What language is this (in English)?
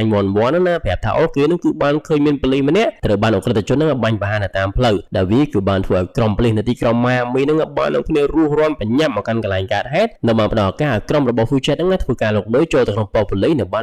Khmer